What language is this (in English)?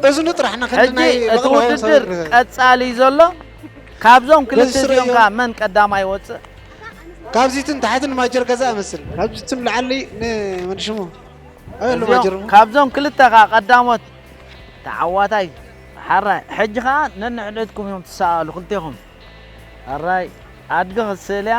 Tigrinya